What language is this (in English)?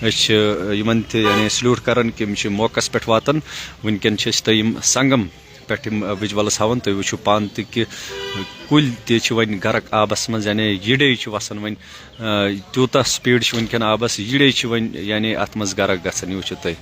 Kashmiri